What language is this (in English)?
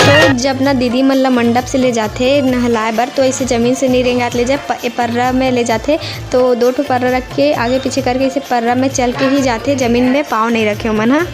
Chhattisgarhi